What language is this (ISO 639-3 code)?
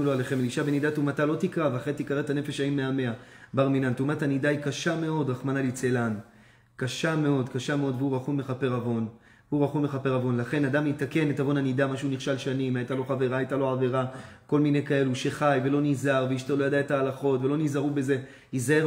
heb